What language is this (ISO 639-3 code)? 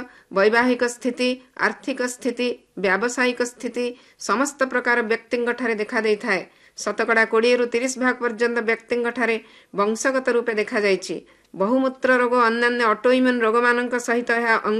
ori